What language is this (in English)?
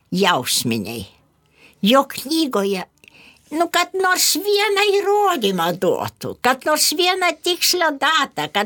Lithuanian